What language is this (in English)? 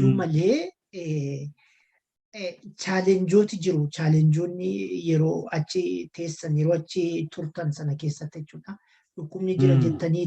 Oromo